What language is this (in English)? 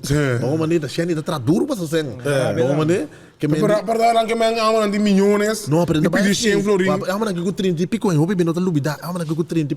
Papiamento